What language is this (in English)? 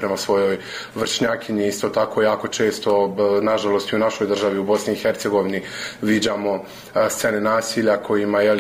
Bosnian